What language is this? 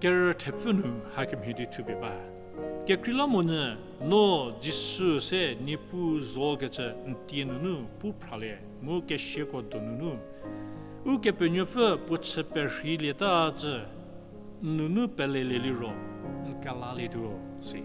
Angami Naga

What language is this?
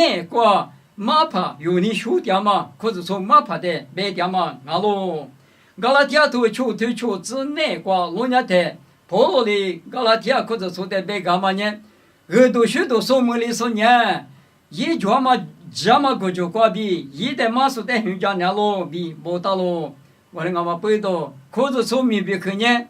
Lisu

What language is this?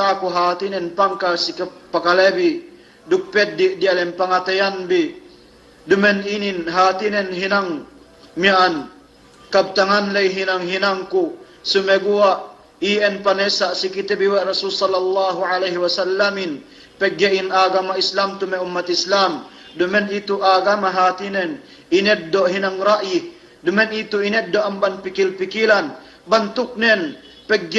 Yakan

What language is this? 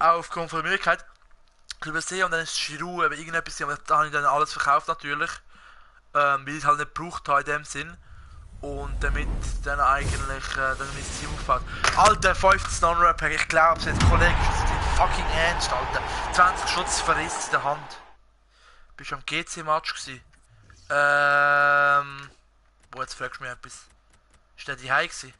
Swiss German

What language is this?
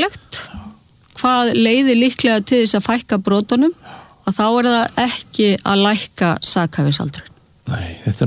Icelandic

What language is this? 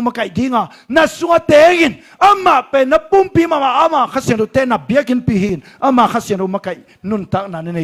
Tedim Chin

